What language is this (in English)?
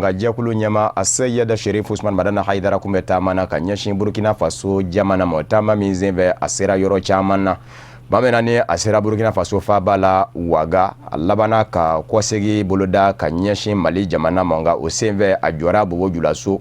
Bambara